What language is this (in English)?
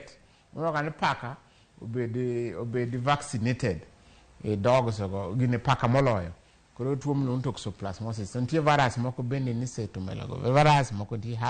Luo (Kenya and Tanzania)